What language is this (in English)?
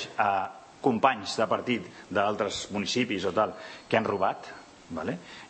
Catalan